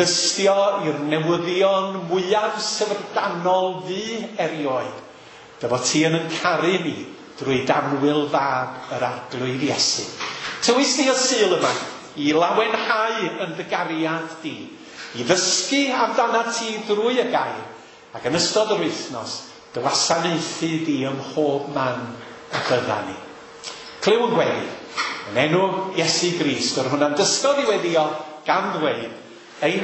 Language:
Welsh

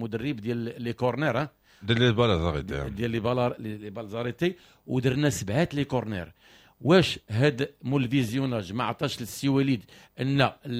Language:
Moroccan Arabic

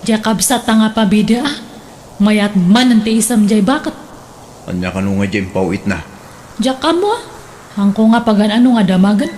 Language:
Iloko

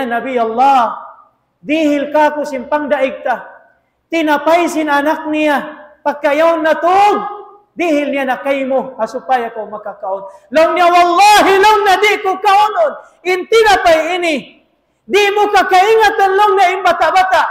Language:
Tausug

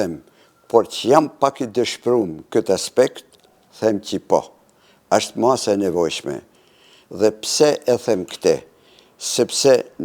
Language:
Albanian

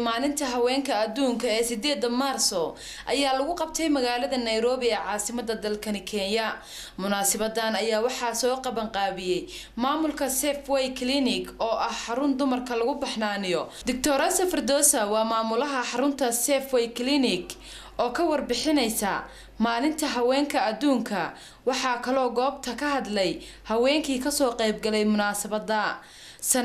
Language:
Somali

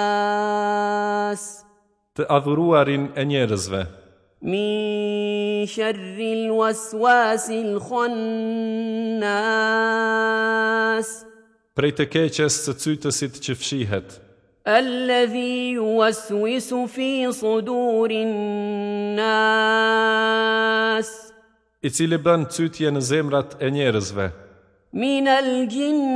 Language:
Albanian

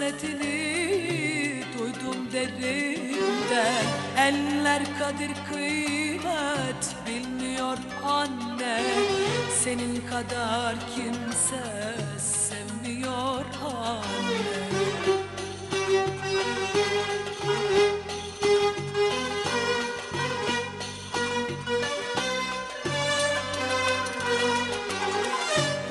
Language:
Turkish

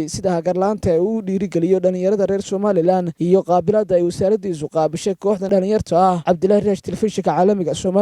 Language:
Somali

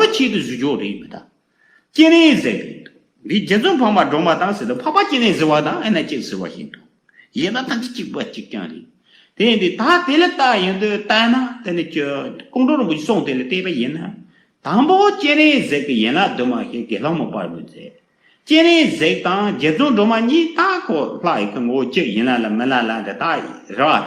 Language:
Tibetan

